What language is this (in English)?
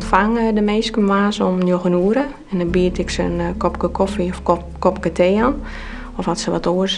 Western Frisian